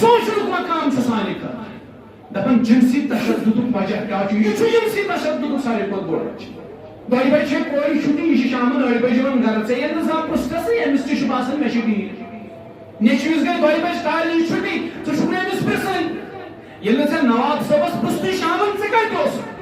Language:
Kashmiri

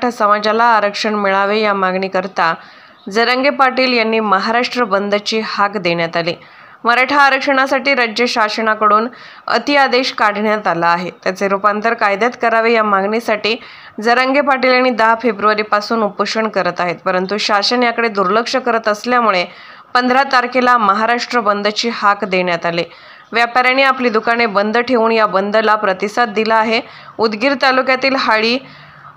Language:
Marathi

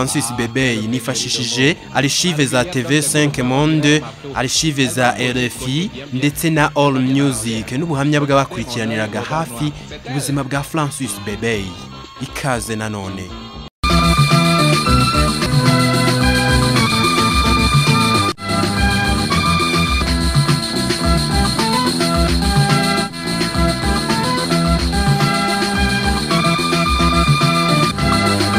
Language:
Kinyarwanda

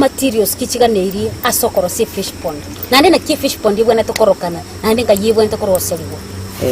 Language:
Gusii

